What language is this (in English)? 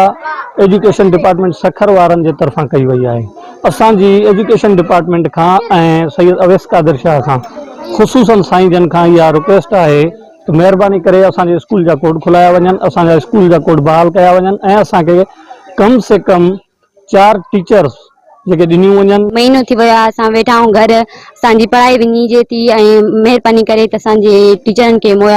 Sindhi